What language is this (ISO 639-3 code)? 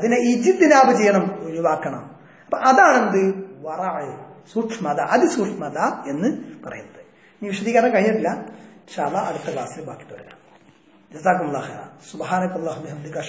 mal